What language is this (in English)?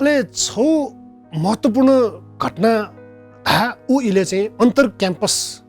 Newari